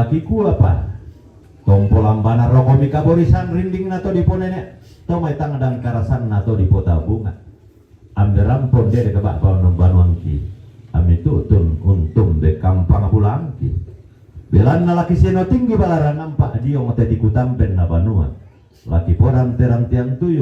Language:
Toraja-Sa'dan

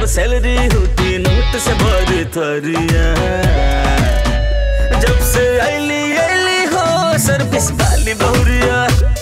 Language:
Bhojpuri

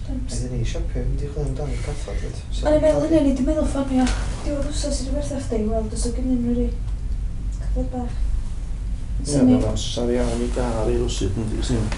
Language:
Welsh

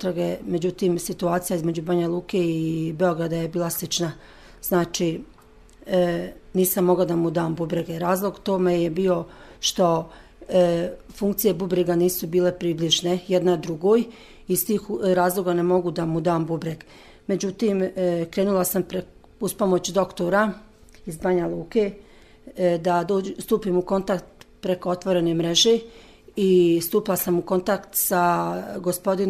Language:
Serbian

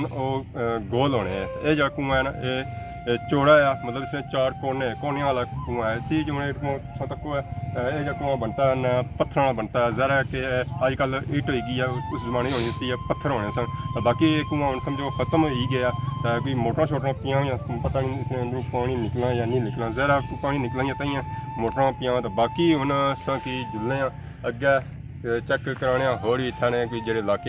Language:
Pahari-Potwari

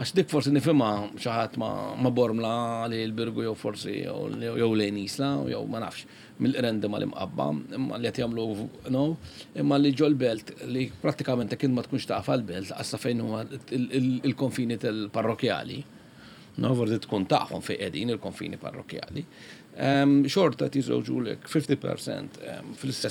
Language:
Maltese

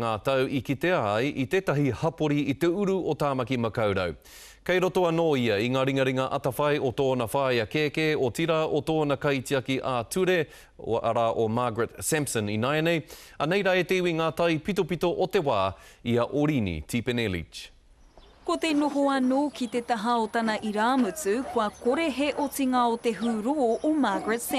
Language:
Māori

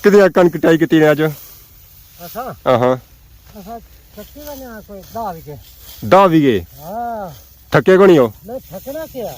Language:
Pahari-Potwari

